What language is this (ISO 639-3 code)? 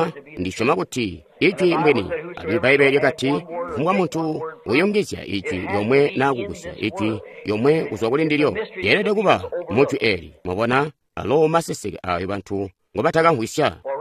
toi